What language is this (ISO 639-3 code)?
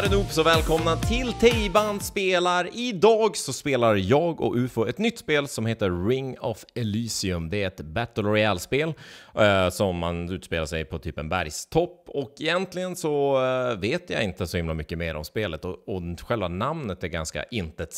swe